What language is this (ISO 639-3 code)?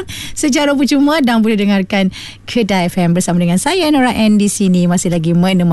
msa